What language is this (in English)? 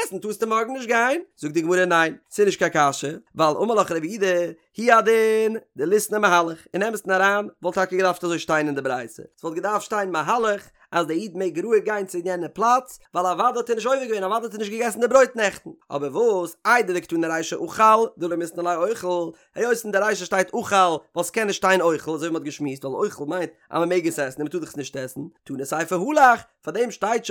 Yiddish